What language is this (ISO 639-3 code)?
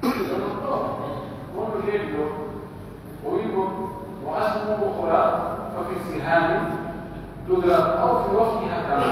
fuf